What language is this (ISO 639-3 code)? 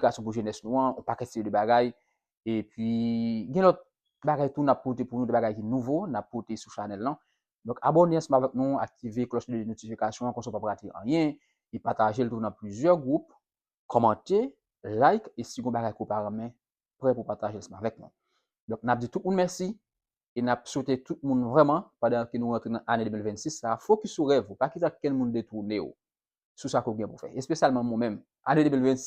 hat